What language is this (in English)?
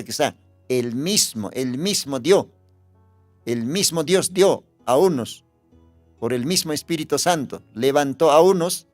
Aymara